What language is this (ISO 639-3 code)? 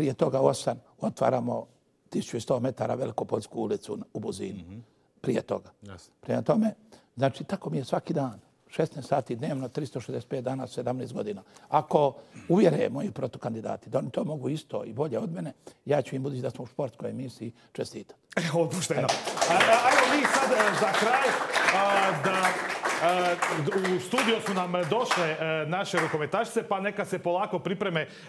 hrv